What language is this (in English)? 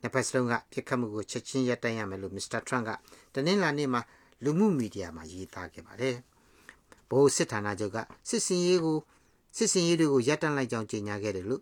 Burmese